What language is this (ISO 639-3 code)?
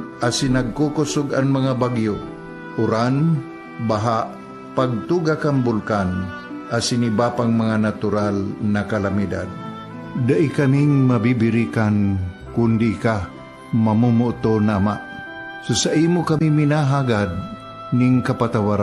bik